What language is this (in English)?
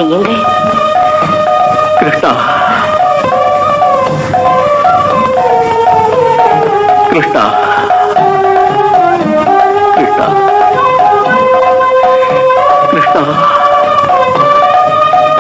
Tamil